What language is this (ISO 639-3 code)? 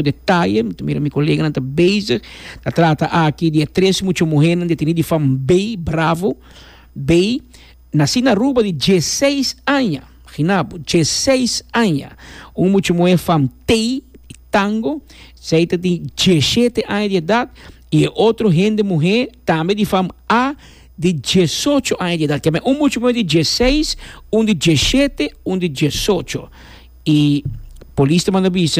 pap